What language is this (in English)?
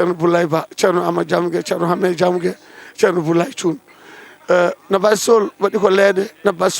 Fula